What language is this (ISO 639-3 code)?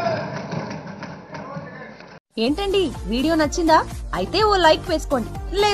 tel